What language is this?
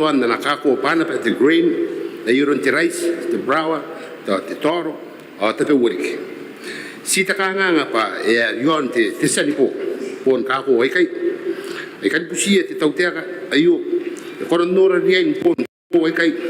Gilbertese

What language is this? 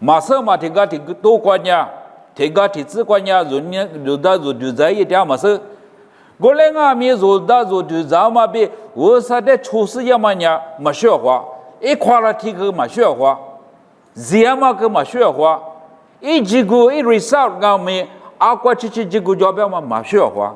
Lisu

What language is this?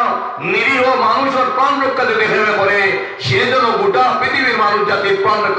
Sylheti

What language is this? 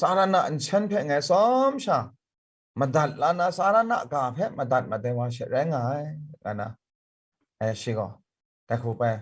Kachin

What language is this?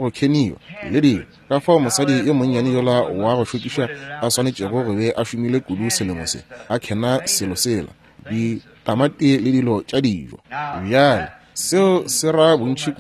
Northern Sotho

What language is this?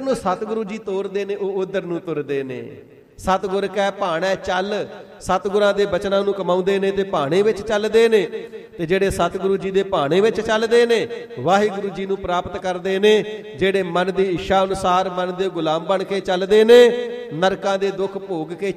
Punjabi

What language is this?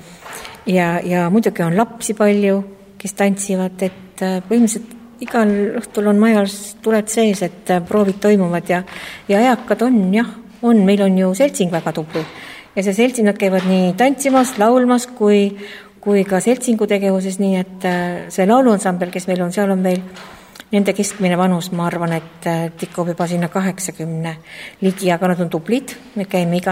Estonian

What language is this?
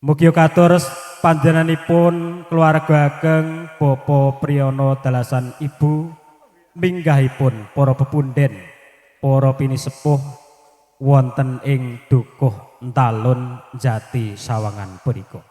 Javanese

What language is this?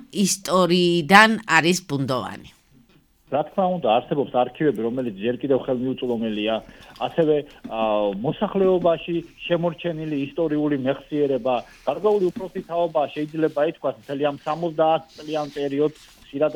Georgian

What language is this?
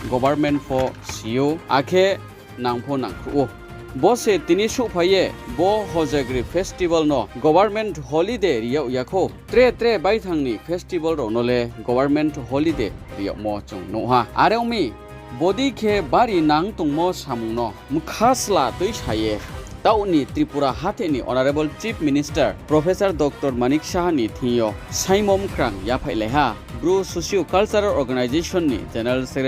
Riang (India)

